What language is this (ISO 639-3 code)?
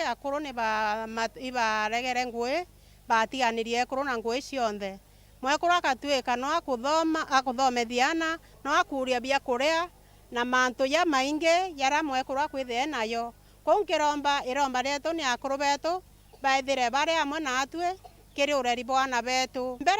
mer